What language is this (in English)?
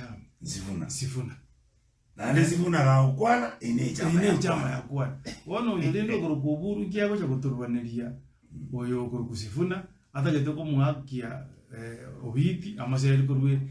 Gusii